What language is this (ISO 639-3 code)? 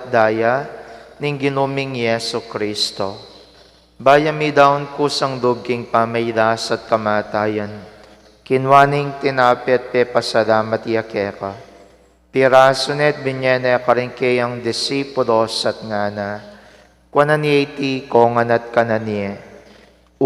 pam